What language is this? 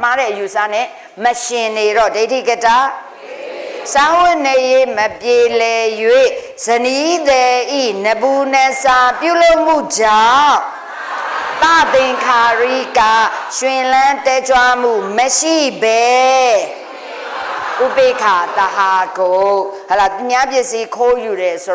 Burmese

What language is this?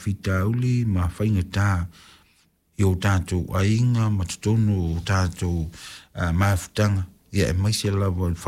Samoan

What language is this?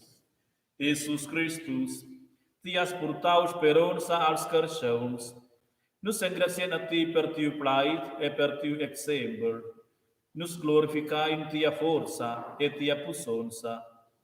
Romansh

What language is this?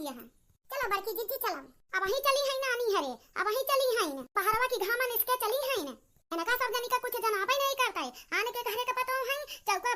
Awadhi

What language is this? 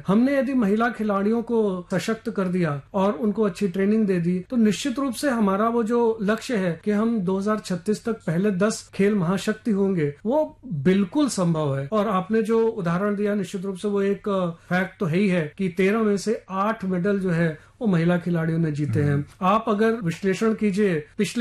Hindi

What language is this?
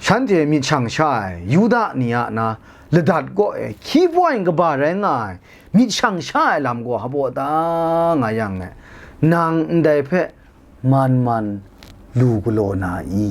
Kachin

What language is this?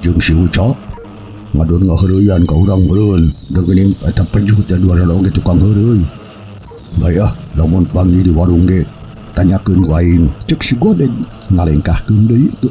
Sundanese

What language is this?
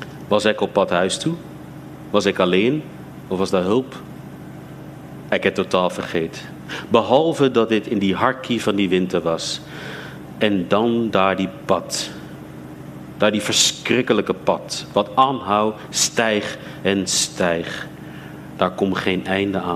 Afrikaans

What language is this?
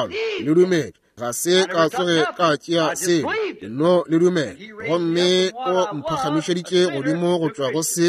Northern Sotho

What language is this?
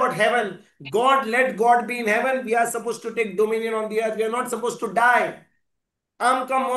Konkani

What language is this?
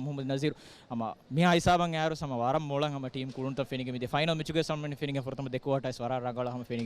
Divehi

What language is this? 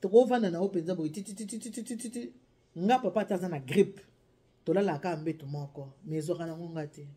Lingala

